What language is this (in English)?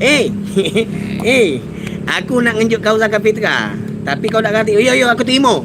Musi